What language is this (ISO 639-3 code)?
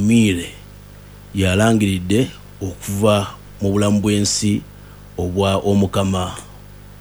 lug